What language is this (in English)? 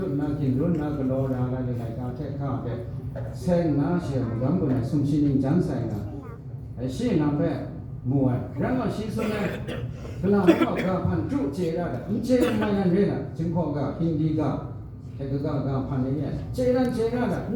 Kachin